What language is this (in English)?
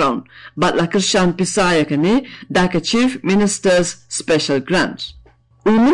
Khasi